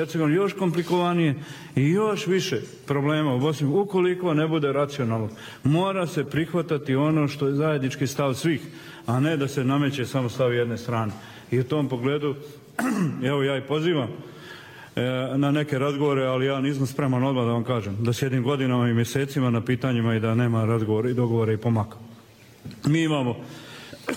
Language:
Bosnian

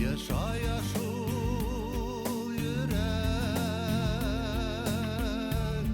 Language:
Bashkir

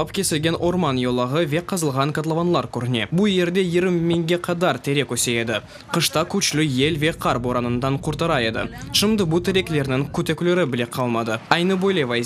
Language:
Crimean Tatar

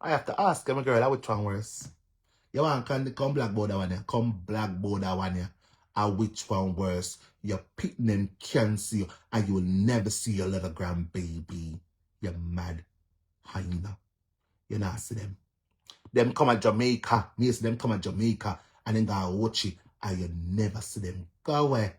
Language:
Jamaican Creole English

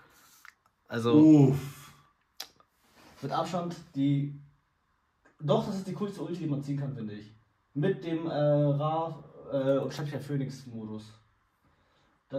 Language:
German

